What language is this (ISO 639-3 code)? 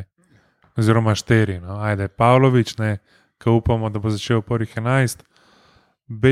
slv